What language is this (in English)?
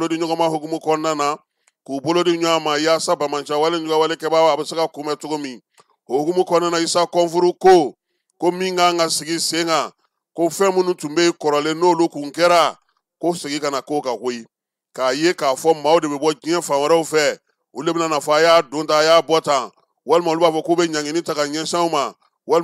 Bambara